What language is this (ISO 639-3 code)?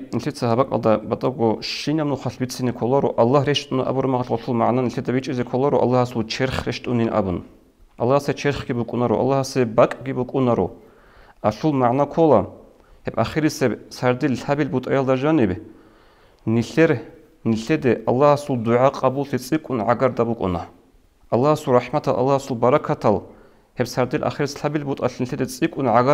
ava